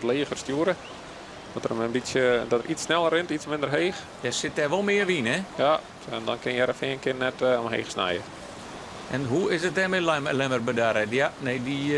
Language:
Western Frisian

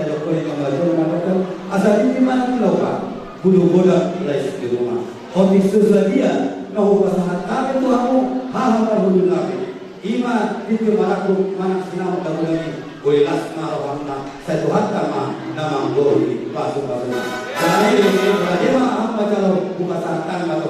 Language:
Batak Toba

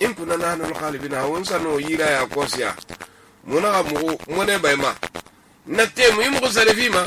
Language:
Susu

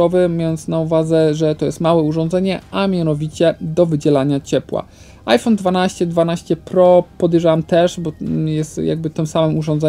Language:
Polish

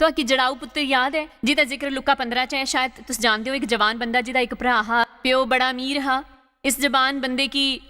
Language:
Dogri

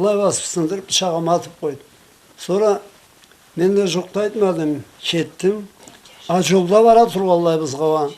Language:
Karachay-Balkar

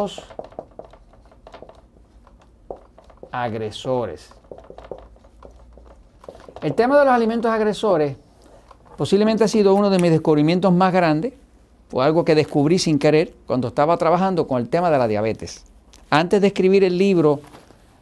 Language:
Spanish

